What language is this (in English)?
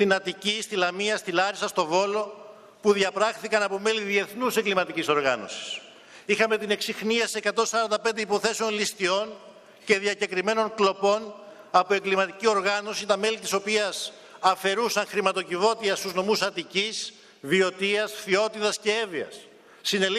Greek